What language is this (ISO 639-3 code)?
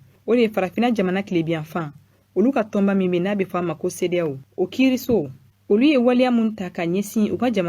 bam